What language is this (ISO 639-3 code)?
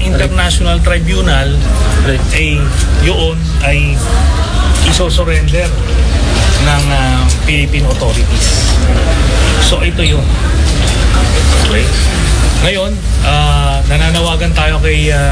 fil